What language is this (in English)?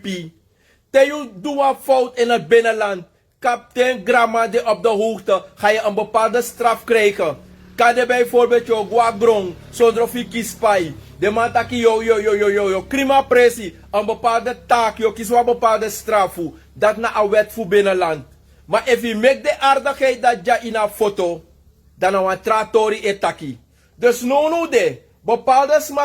Sranan Tongo